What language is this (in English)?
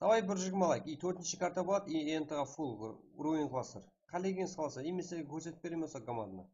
Kara-Kalpak